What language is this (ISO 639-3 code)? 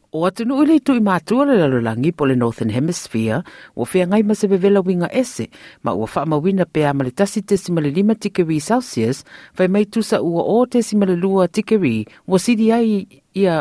smo